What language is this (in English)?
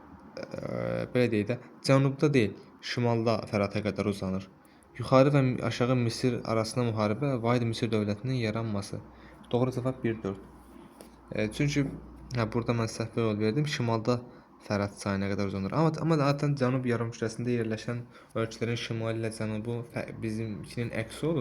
Azerbaijani